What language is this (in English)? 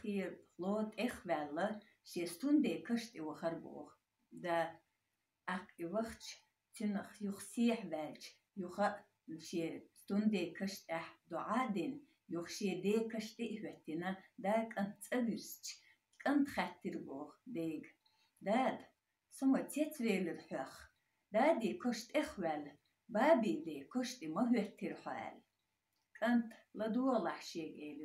Chechen